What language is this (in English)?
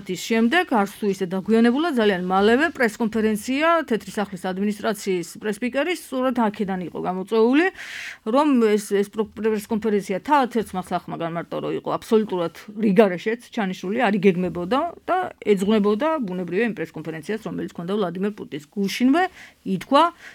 Georgian